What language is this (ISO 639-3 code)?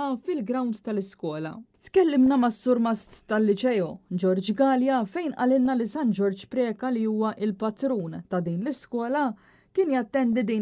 mlt